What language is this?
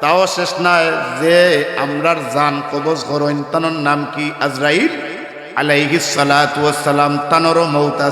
Sylheti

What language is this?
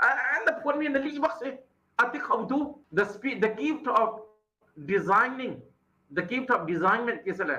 Hakha Chin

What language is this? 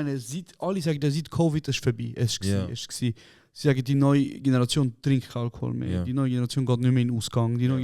Swiss German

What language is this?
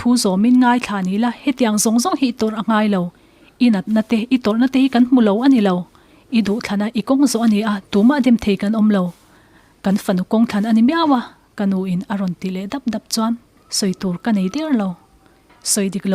Mizo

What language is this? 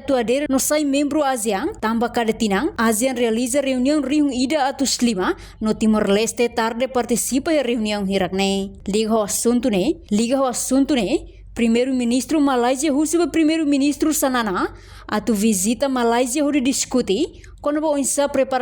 Tetum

